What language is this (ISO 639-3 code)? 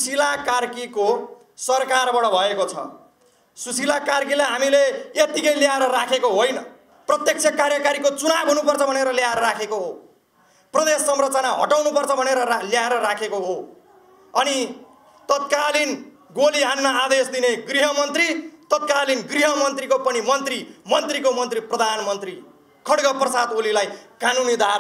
nep